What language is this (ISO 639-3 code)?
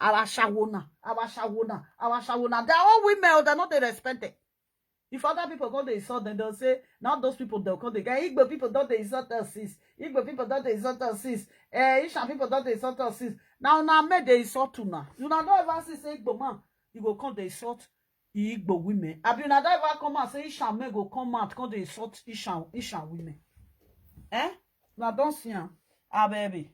pcm